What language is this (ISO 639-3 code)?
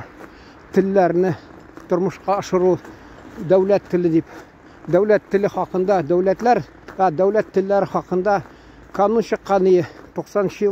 tat